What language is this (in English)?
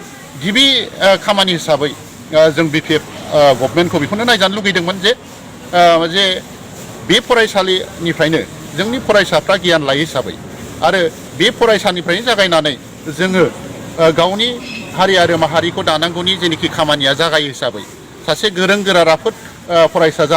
Bodo